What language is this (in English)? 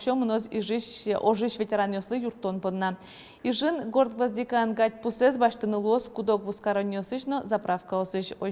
Udmurt